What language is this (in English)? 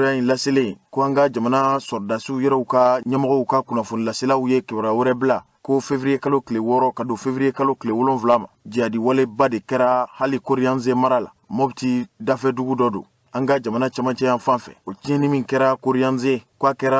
Bambara